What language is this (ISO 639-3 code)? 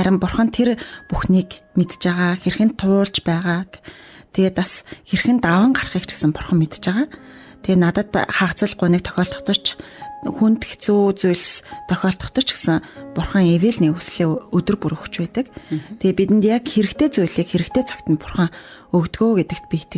mon